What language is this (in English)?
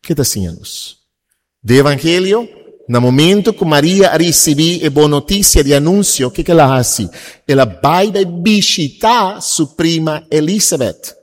Papiamento